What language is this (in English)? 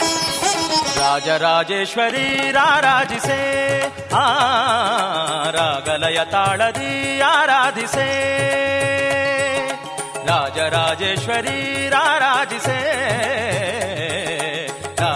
Kannada